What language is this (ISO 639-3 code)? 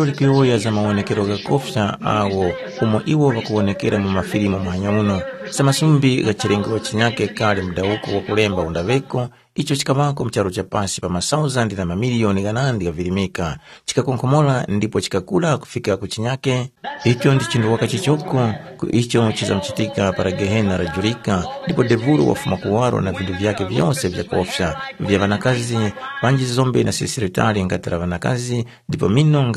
tum